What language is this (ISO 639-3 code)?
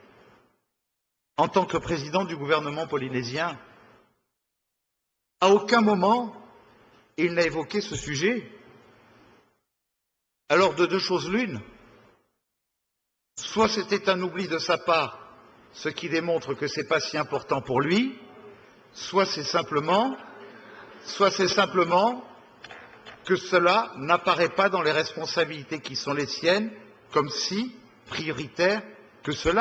fra